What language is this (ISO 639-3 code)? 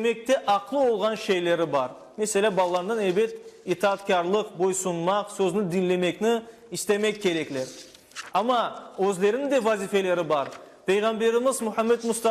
crh